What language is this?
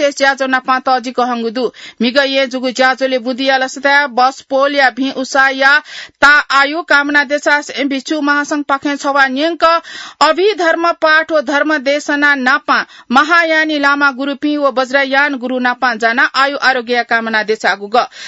Newari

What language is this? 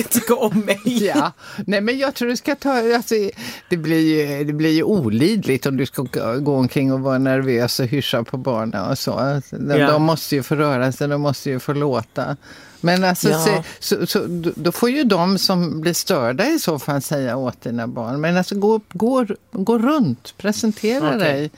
Swedish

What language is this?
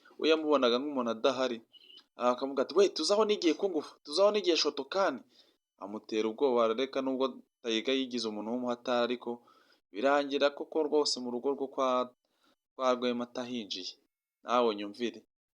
Kinyarwanda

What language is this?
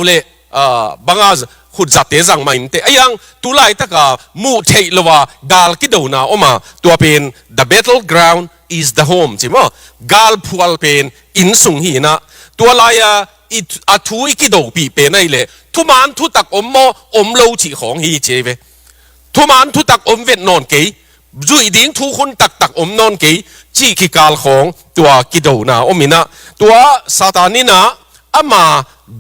Tedim Chin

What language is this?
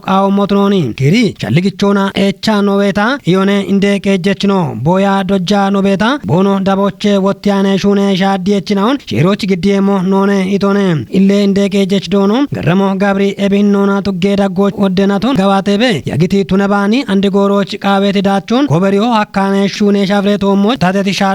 Kafa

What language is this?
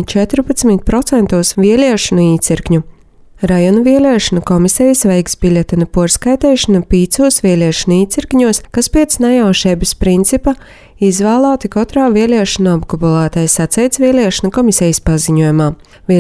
Latvian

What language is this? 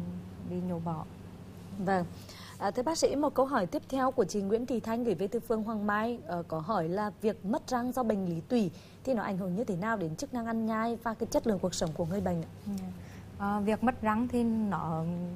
Vietnamese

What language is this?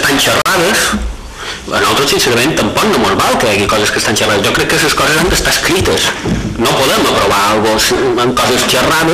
Catalan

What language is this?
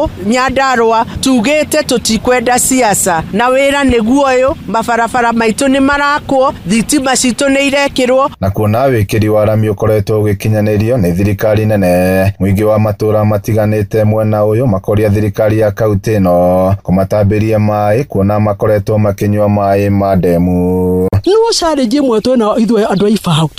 Kikuyu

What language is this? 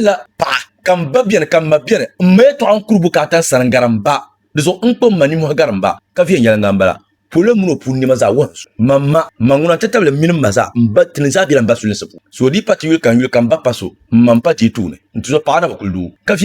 Dagbani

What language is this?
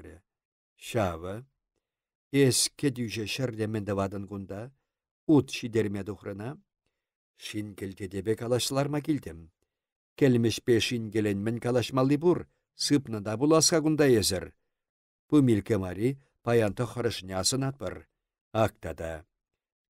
Chuvash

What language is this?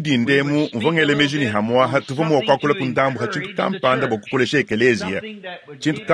Luba-Lulua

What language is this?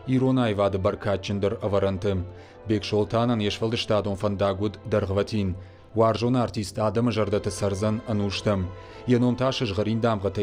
Ossetic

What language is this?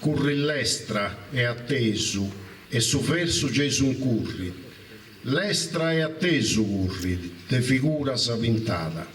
Sardinian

